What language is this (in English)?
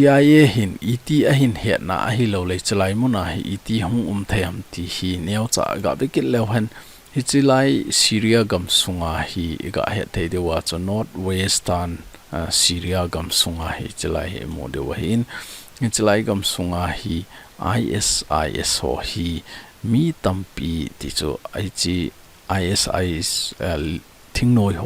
Thado Chin